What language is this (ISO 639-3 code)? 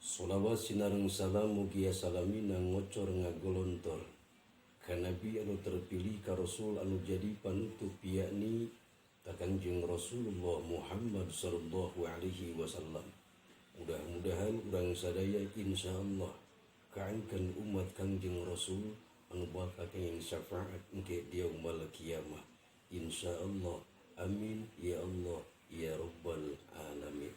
sun